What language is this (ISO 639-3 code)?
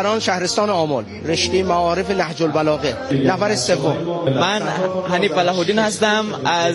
fas